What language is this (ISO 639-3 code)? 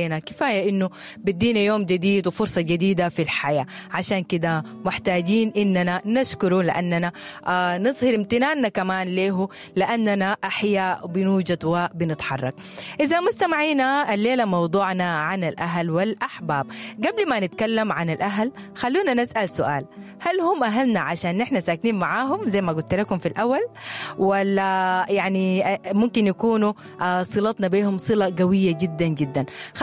apd